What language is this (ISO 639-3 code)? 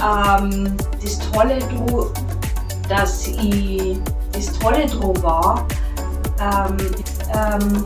bar